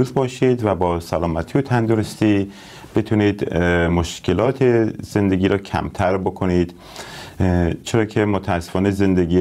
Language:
Persian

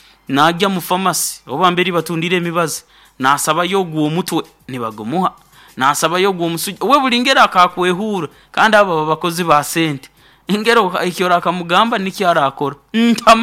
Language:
Nyoro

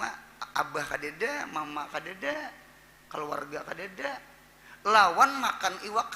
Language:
Banjar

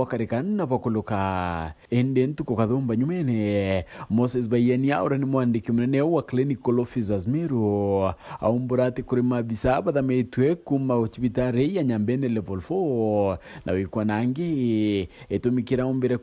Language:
Meru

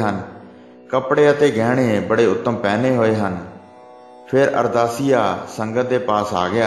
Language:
Punjabi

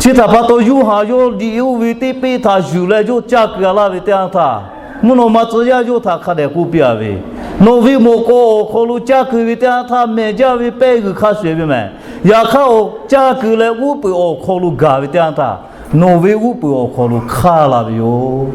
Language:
Lahu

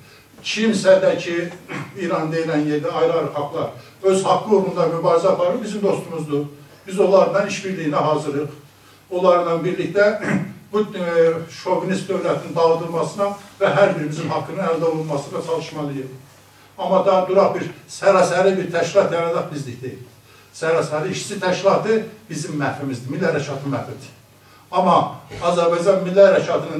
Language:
South Azerbaijani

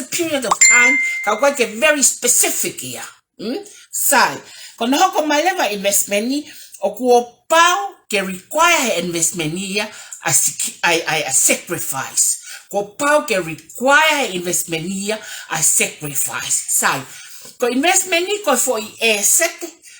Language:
Tongan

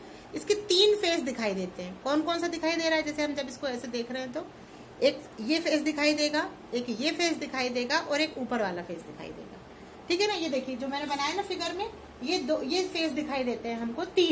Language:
Hindi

